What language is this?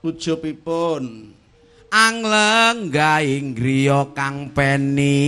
Javanese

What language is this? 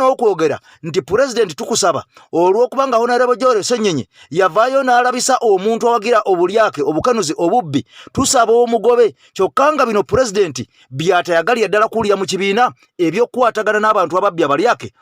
Ganda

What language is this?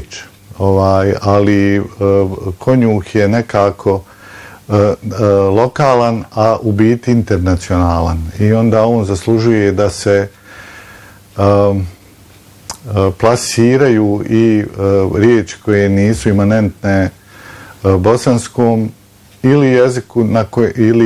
Bosnian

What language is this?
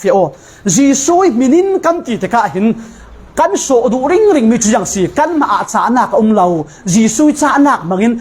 Falam Chin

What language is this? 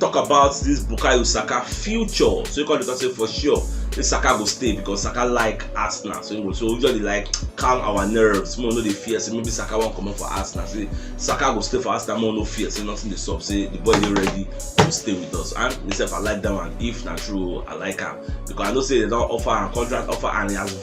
Nigerian Pidgin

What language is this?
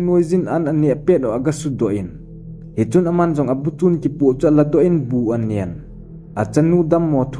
Thado Chin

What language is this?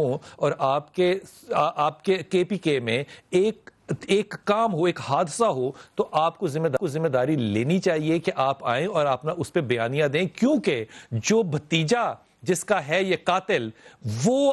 Urdu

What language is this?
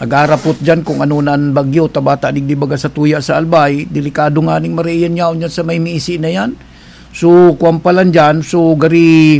Bikol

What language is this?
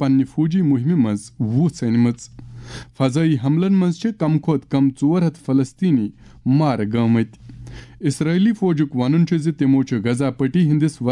Kashmiri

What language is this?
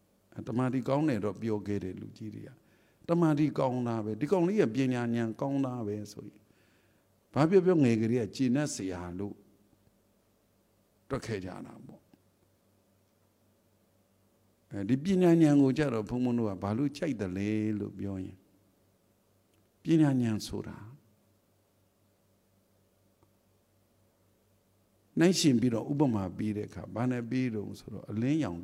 Burmese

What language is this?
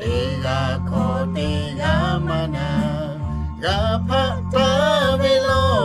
Lahu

